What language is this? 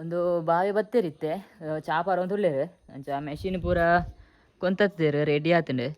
Tulu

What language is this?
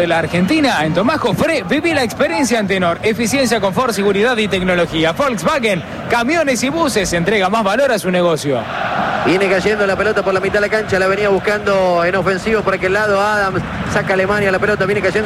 Spanish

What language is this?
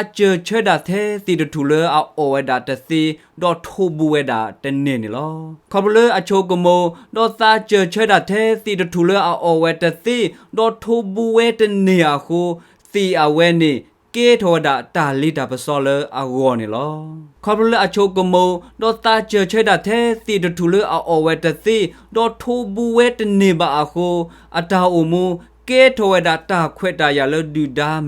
S'gaw Karen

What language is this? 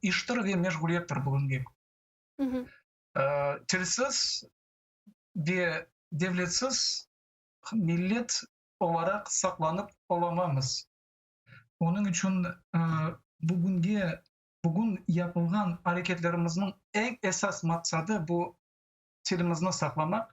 Crimean Tatar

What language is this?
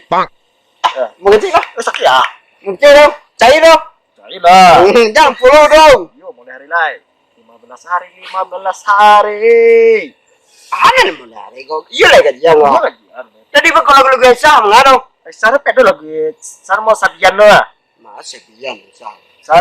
Minangkabau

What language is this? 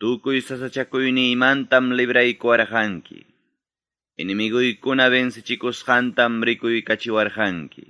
Ayacucho Quechua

